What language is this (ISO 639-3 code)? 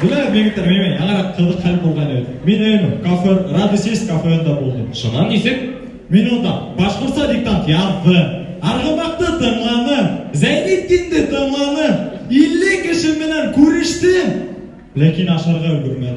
bak